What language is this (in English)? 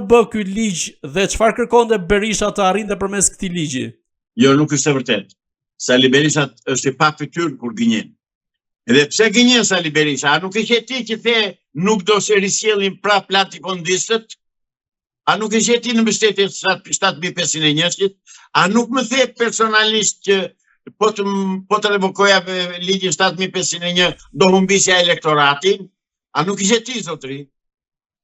Albanian